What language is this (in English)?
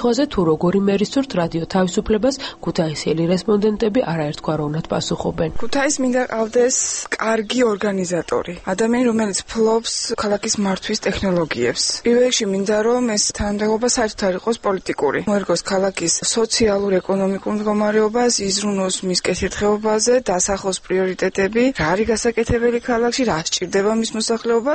Georgian